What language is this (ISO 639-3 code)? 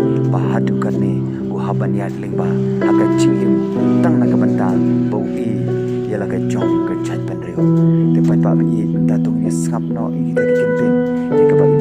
kha